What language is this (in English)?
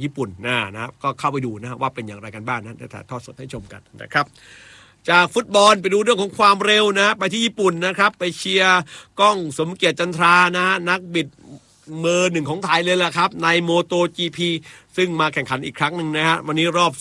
Thai